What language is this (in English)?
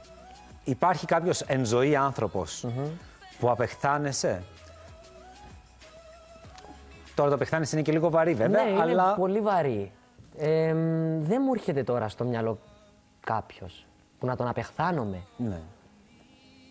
Greek